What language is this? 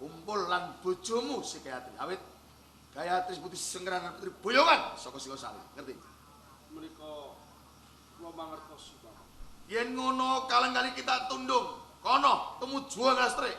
Javanese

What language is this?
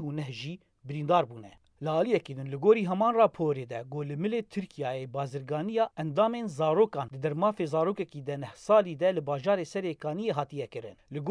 Kurdish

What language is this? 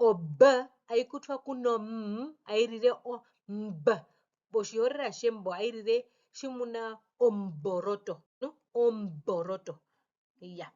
Herero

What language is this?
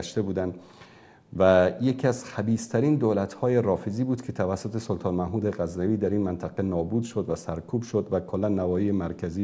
Persian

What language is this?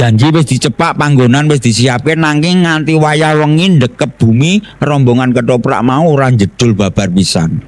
Javanese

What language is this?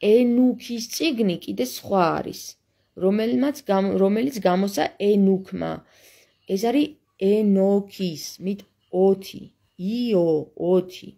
Georgian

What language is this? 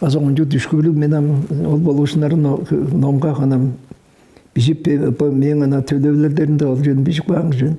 Tuvinian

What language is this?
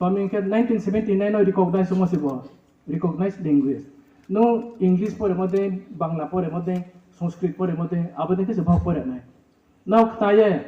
Riang (India)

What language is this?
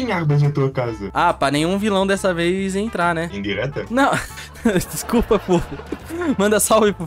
Portuguese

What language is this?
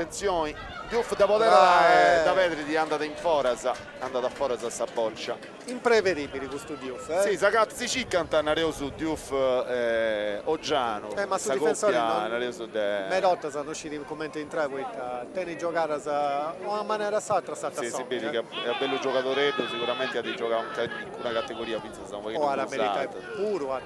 Sardinian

